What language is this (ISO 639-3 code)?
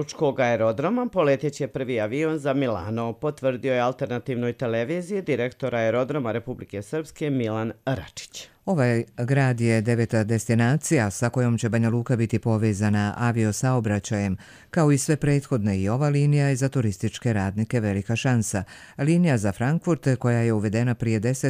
bos